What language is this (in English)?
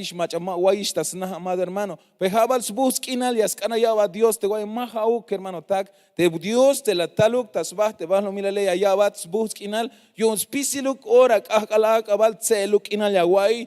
Tzeltal